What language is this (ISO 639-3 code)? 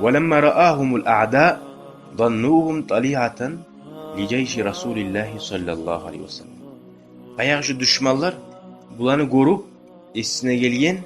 kum